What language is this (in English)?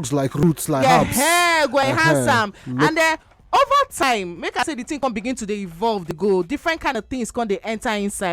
Nigerian Pidgin